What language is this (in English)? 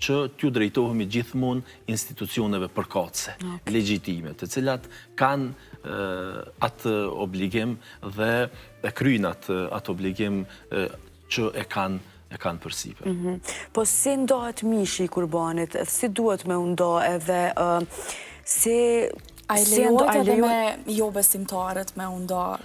Albanian